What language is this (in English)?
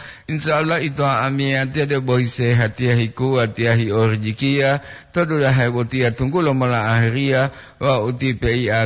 Gorontalo